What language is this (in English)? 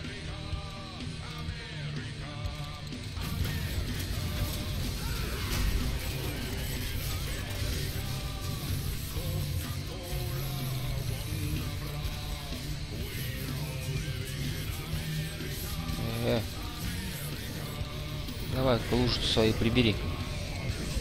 Russian